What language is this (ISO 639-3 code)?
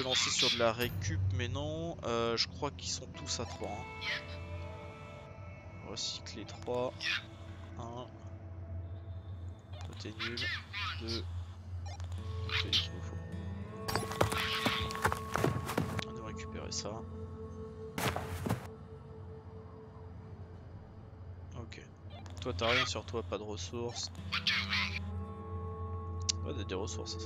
fra